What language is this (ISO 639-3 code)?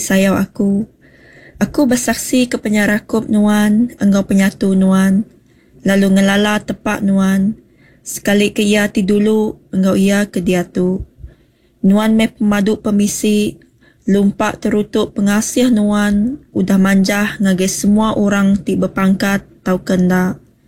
iba